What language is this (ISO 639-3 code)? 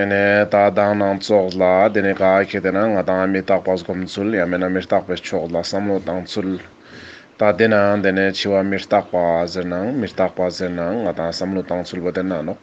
lbj